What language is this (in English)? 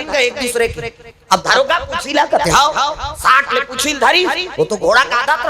Chhattisgarhi